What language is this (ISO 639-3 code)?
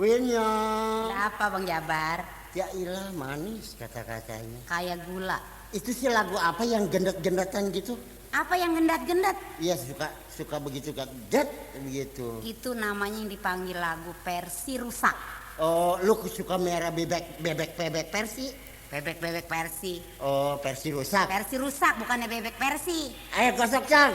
bew